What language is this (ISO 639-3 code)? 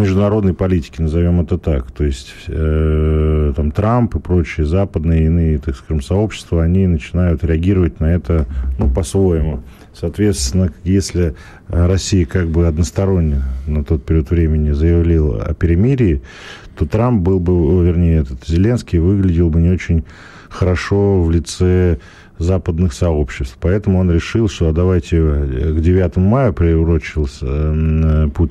rus